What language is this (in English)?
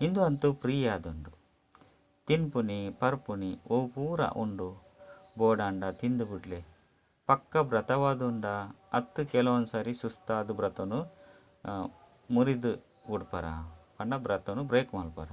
Tulu